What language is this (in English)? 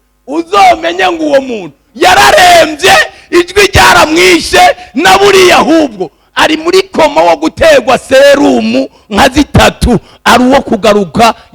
Rundi